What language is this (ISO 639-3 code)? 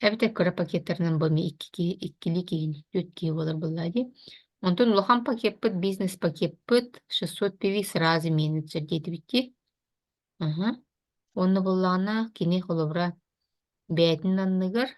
sah